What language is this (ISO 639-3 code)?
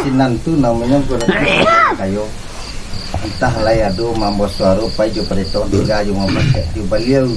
min